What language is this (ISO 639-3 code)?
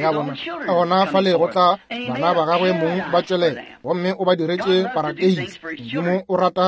nso